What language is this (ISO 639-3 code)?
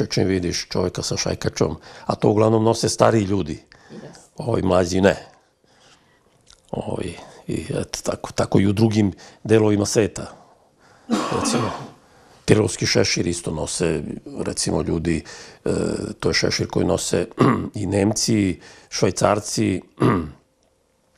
srp